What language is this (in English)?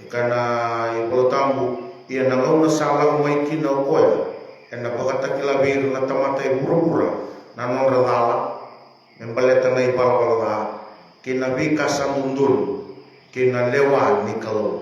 Fijian